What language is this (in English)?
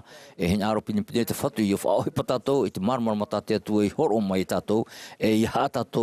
Tahitian